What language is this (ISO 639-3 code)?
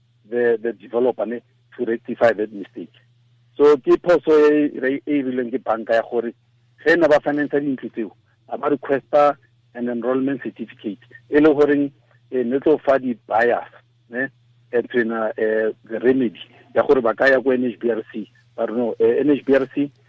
tsn